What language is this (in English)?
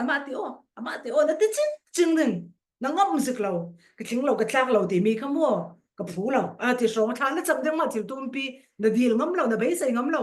Falam Chin